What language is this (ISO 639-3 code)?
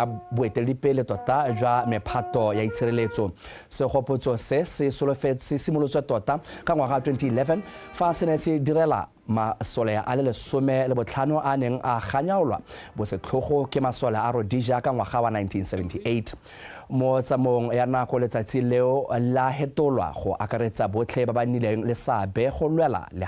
tsn